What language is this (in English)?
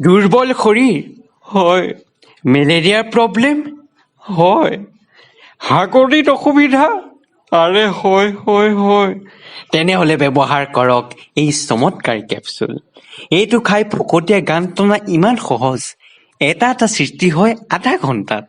Assamese